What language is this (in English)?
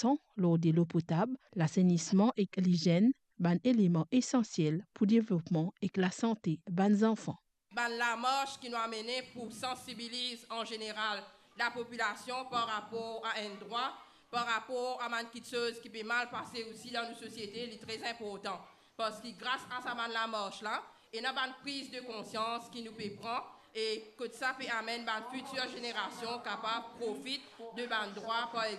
Morisyen